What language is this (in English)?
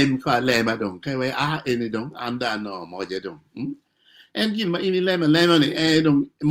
Acoli